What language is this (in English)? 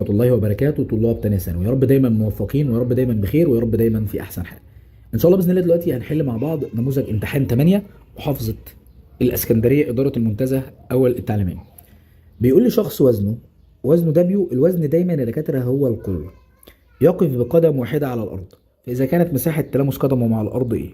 Egyptian Arabic